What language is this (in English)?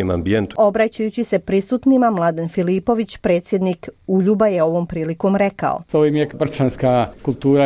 Croatian